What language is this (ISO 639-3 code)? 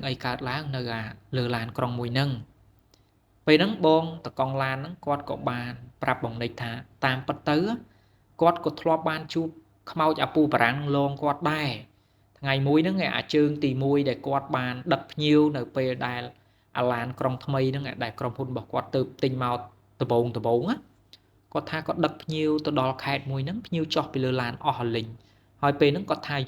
khm